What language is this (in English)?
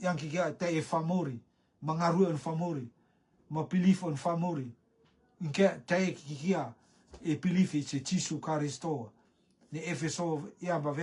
Rotuman